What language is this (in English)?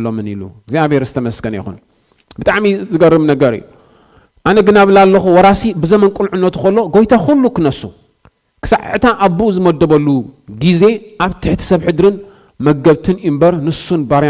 Tigrinya